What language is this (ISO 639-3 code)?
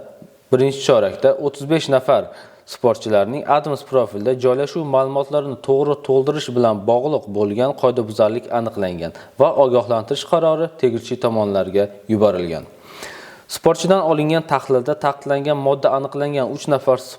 uzb